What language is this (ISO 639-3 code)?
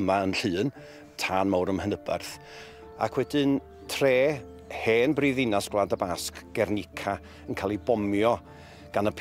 cym